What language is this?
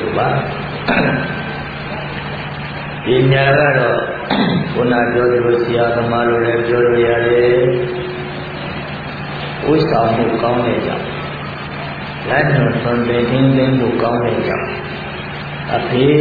Burmese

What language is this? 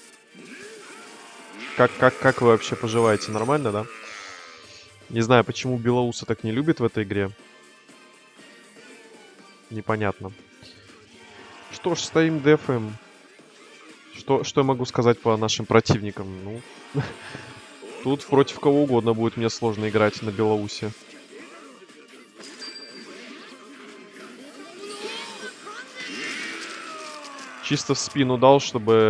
Russian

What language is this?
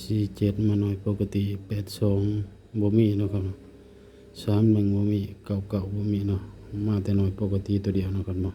Lao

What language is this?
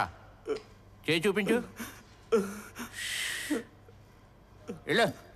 Telugu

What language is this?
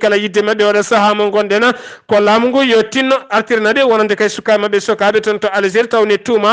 Fula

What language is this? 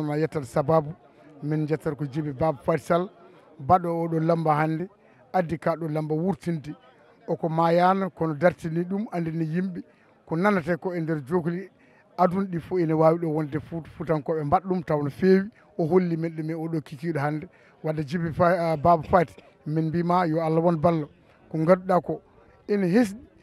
Fula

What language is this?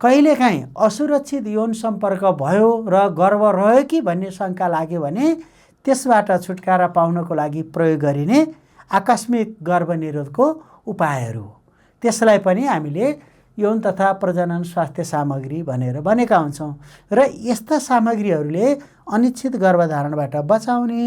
Nepali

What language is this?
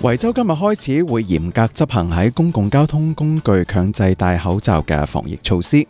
Cantonese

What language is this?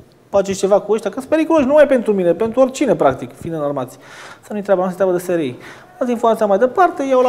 Romanian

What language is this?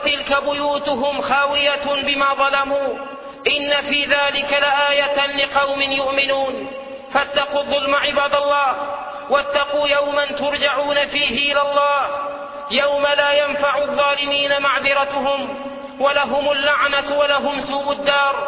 Arabic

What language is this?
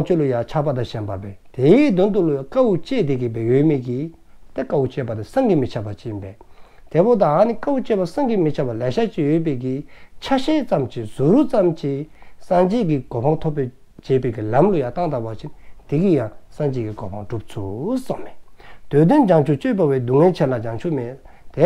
Dzongkha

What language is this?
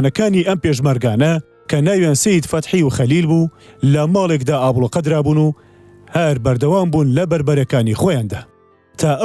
Central Kurdish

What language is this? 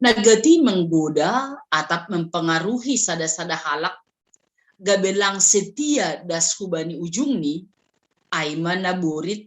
Batak Simalungun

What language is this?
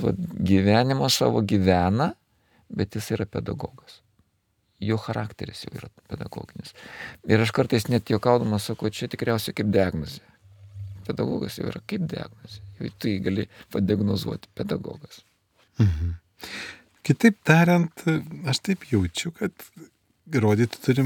Lithuanian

